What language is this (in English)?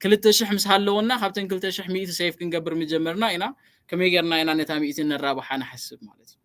Tigrinya